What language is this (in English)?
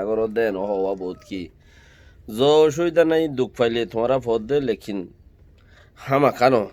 Rohingya